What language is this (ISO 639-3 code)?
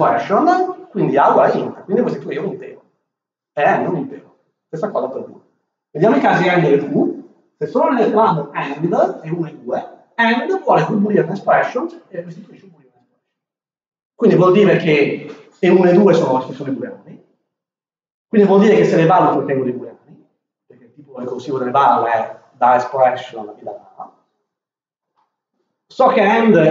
ita